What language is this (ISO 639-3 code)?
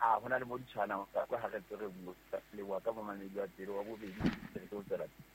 sot